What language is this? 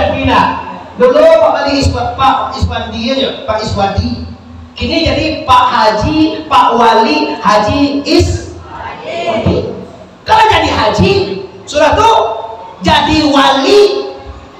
Minangkabau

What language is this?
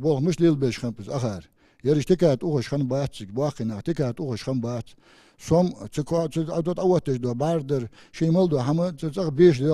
Ingush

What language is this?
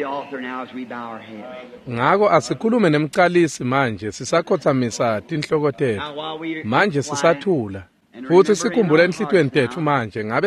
Swati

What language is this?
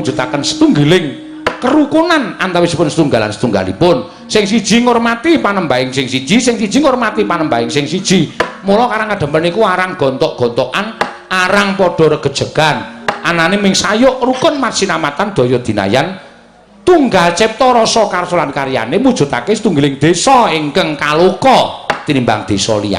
Javanese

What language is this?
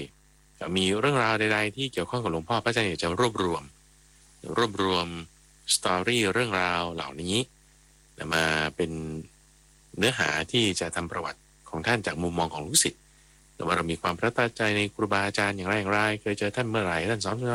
Thai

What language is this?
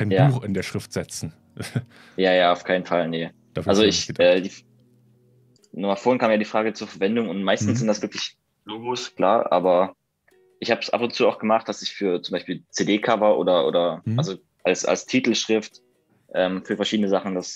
German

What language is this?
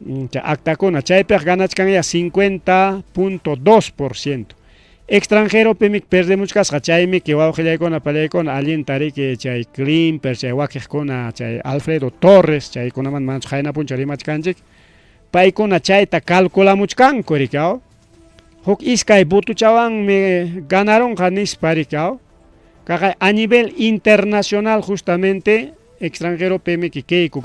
Ayacucho Quechua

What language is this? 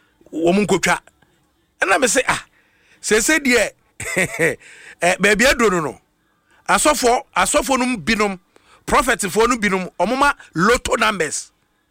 Akan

